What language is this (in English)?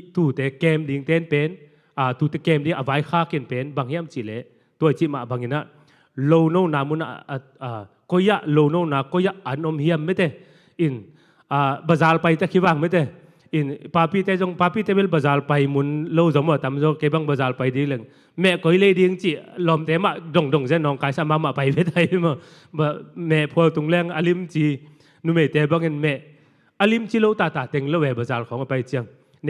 Tedim Chin